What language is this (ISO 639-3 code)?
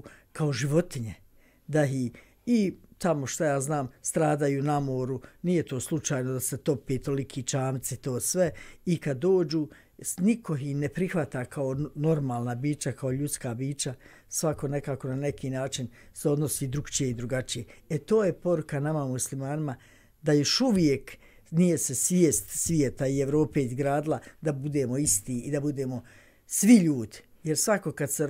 bos